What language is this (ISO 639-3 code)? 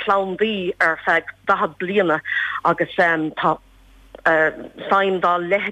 gle